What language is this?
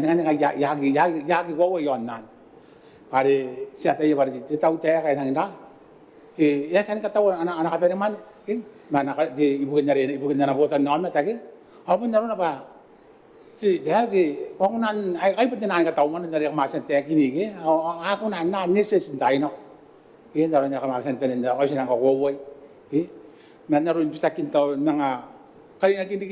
Gilbertese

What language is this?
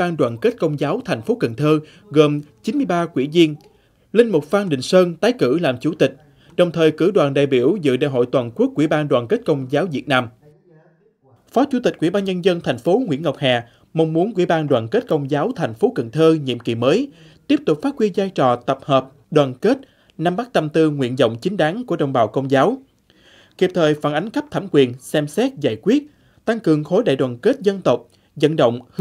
Vietnamese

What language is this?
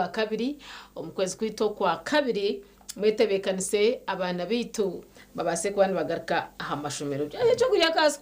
Nyankole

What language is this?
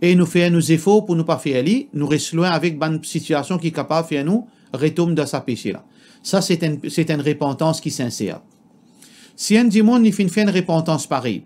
Morisyen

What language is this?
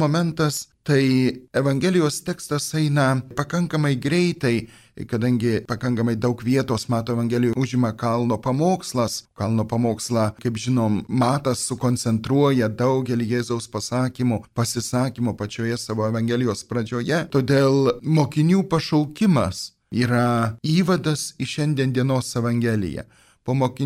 Lithuanian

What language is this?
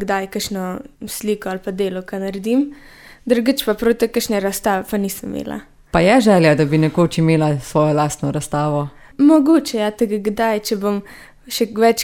Slovenian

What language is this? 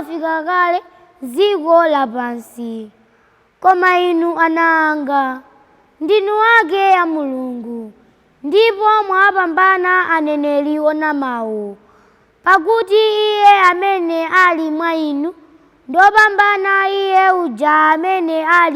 Nyanja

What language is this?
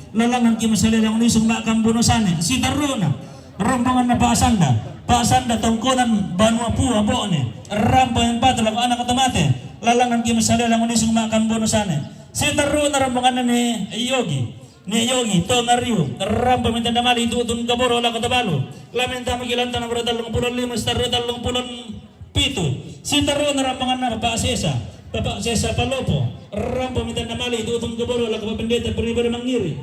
Toraja-Sa'dan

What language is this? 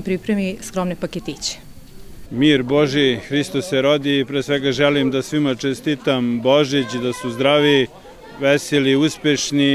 Serbian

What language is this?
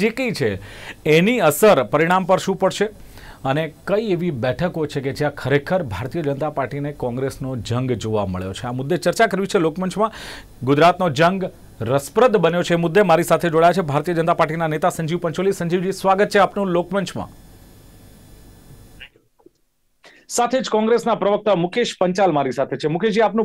Gujarati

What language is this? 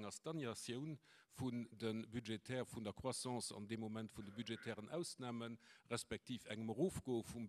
Luxembourgish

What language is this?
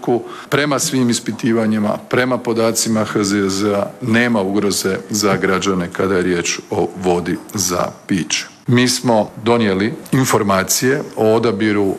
Croatian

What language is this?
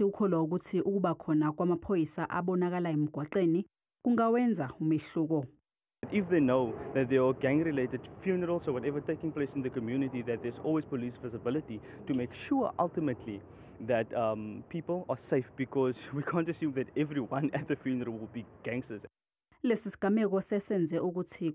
Zulu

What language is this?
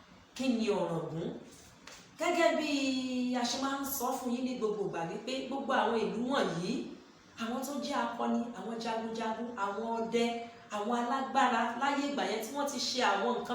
Yoruba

